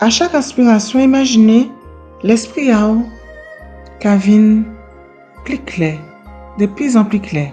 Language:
Guadeloupean Creole French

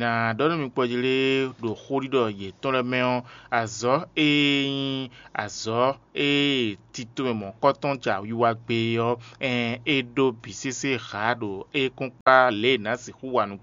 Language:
Fon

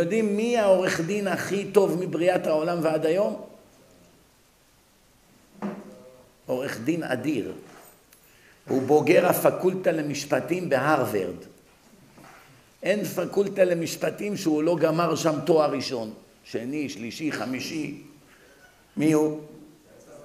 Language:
Hebrew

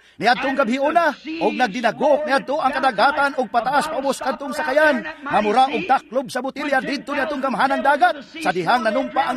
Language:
Cebuano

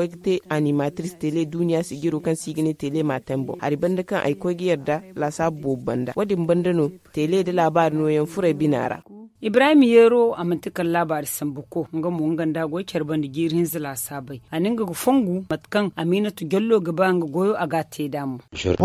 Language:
Zarma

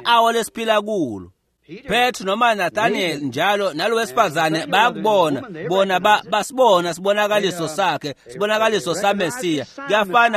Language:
Swati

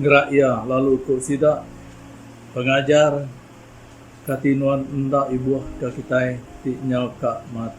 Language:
Iban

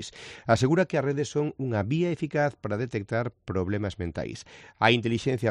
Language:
Galician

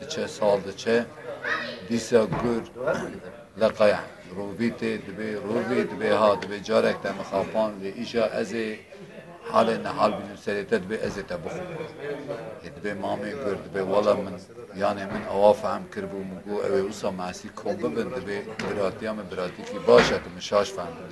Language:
Kurdish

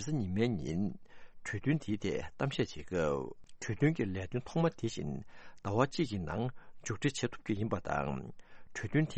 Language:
Tibetan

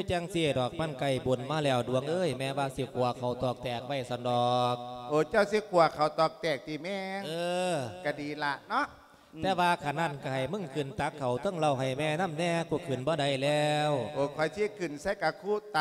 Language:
Lao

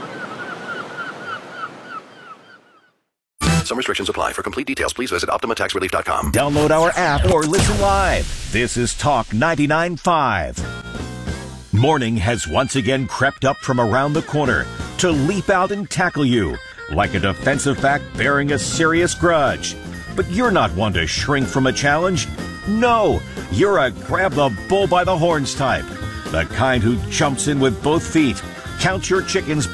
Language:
English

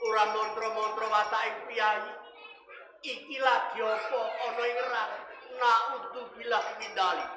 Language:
Javanese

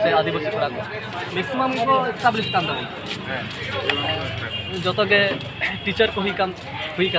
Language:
Santali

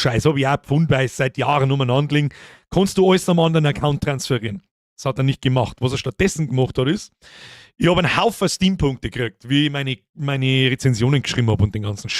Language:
Bavarian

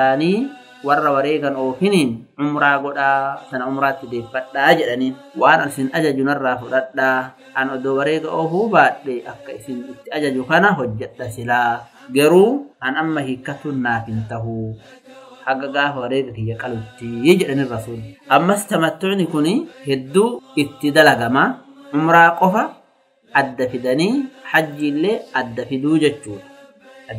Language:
Oromo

